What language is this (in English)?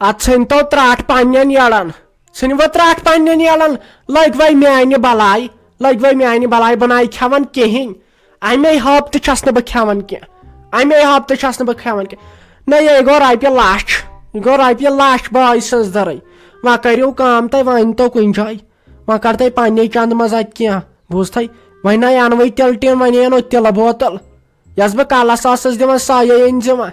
Kashmiri